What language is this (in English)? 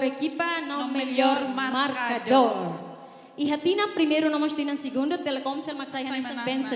Tetum